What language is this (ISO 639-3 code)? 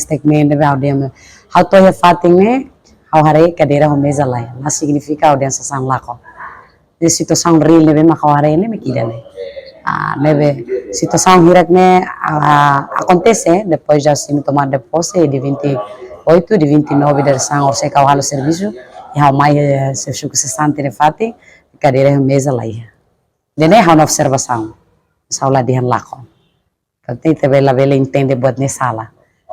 tet